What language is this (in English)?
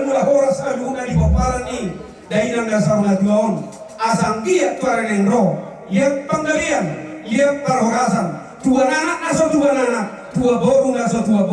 Batak Toba